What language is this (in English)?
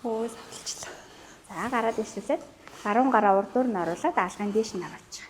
Mongolian